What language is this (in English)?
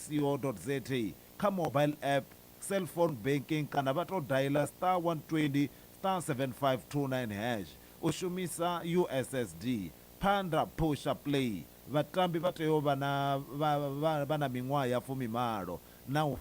Venda